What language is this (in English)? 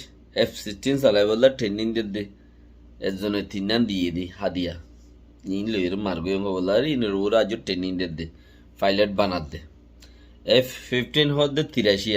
Rohingya